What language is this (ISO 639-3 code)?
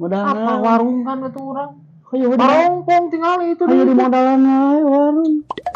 sun